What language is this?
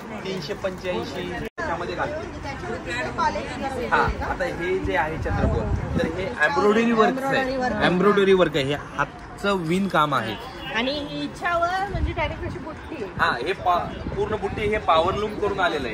Marathi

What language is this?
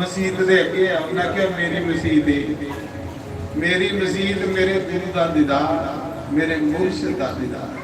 Dogri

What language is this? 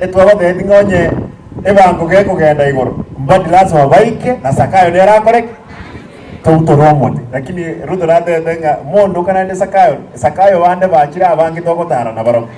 Gusii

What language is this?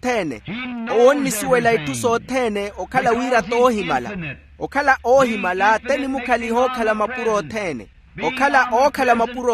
Makhuwa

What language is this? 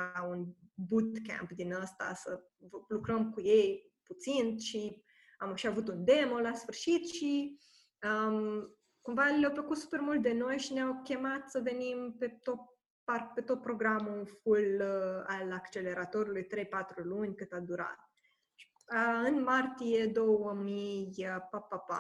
Romanian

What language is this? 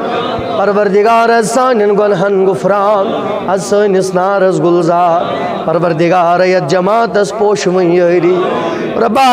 Kashmiri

